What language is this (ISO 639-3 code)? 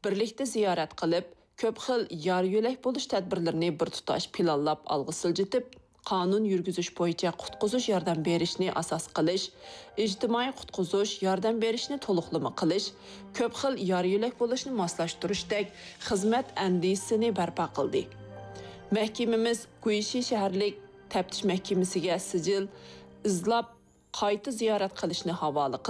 uig